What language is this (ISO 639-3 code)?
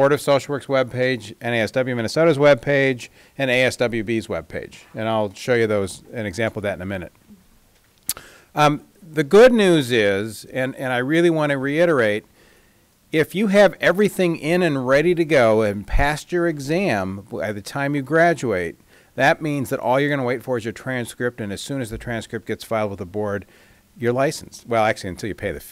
eng